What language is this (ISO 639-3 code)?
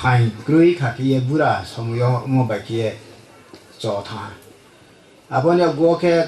ria